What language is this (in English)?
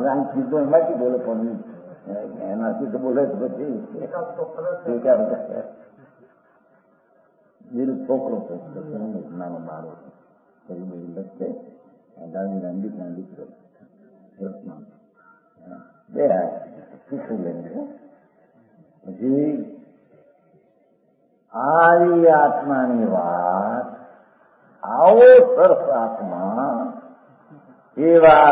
Gujarati